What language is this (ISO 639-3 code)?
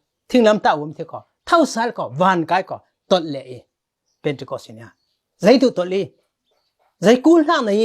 cfm